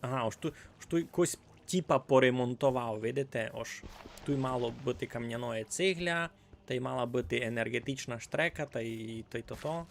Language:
Rusyn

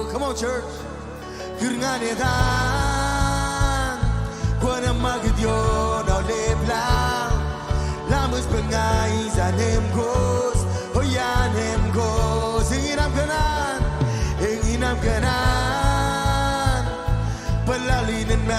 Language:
Marshallese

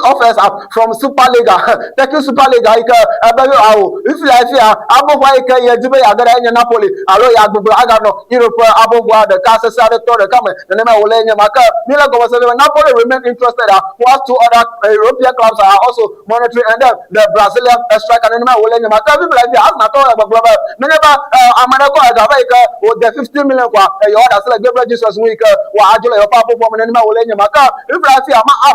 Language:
Ewe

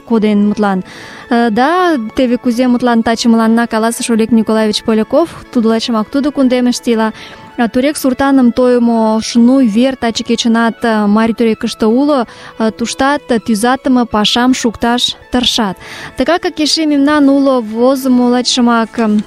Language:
Mari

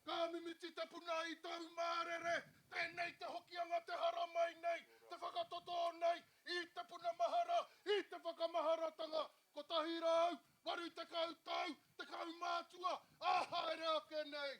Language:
Māori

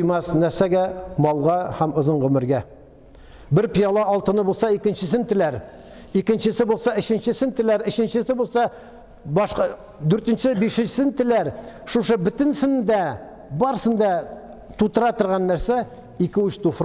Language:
Tatar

